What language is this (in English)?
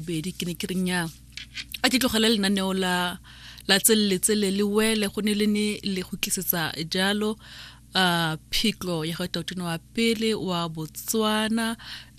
Tswana